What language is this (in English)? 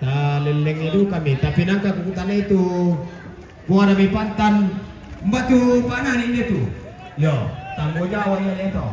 Toraja-Sa'dan